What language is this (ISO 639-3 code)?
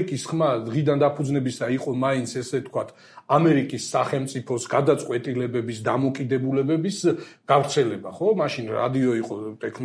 kat